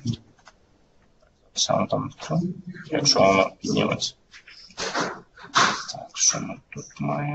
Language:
Ukrainian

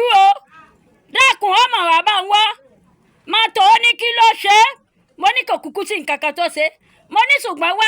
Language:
Yoruba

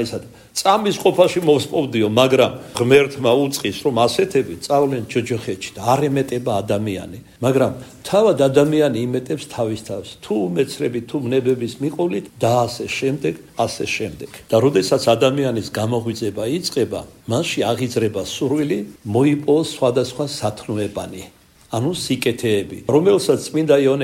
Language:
Georgian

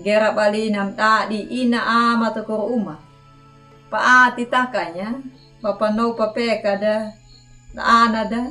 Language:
Anakalangu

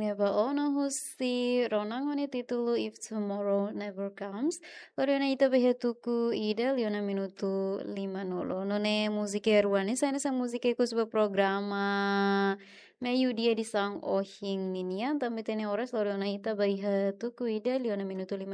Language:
Tetum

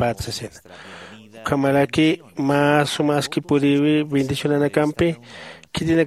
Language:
Aymara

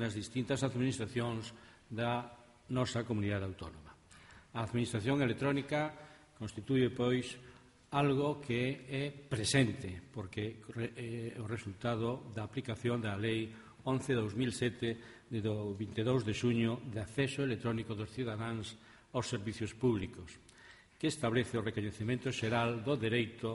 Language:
Galician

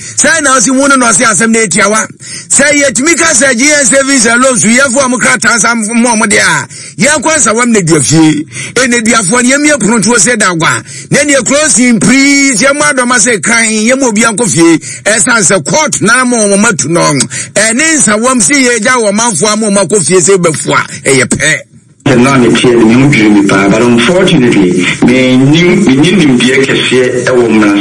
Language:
Akan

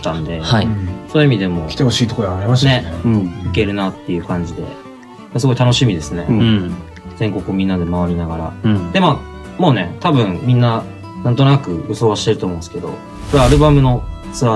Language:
Japanese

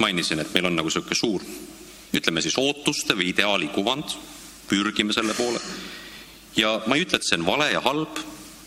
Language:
Estonian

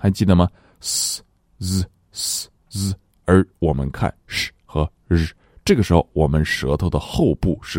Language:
Chinese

